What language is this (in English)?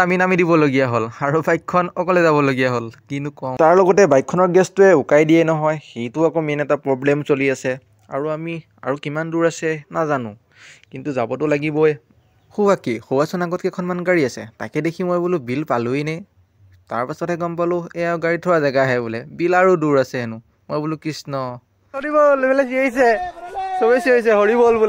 Assamese